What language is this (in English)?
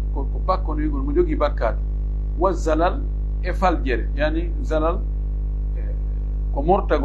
Pular